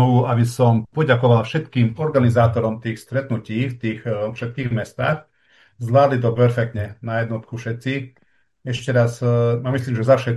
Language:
Slovak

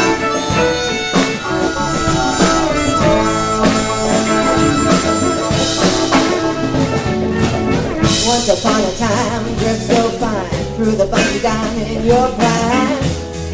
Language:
English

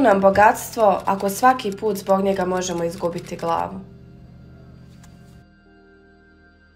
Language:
Croatian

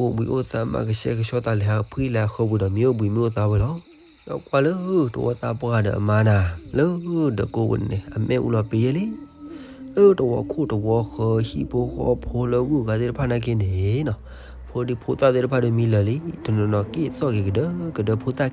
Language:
S'gaw Karen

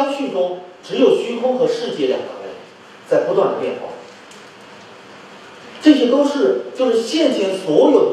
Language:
Chinese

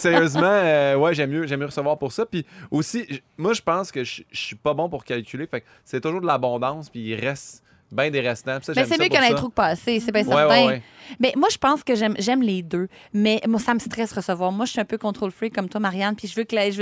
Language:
French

